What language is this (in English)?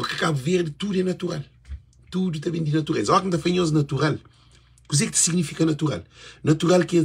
Kabuverdianu